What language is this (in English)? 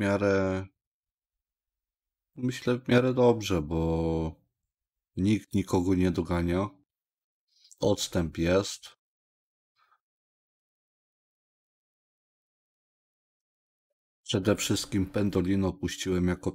Polish